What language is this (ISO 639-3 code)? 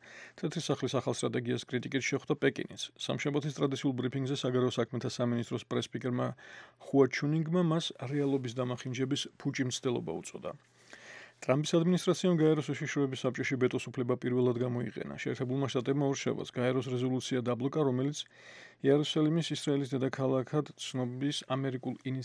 kat